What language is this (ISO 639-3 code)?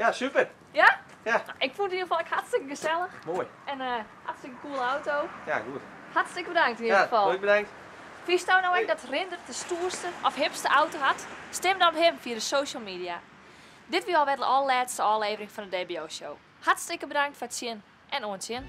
fry